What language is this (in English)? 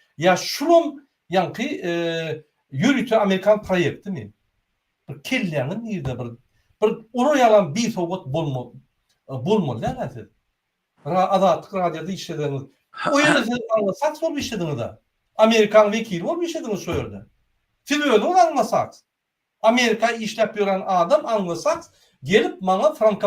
Turkmen